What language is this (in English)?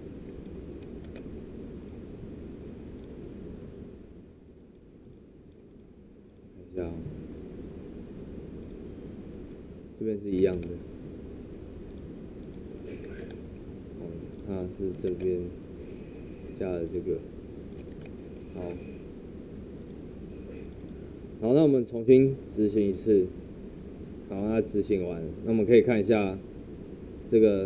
Chinese